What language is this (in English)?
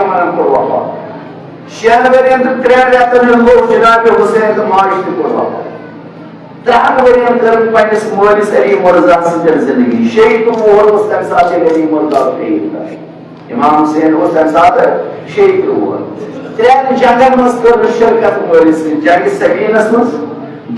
Kashmiri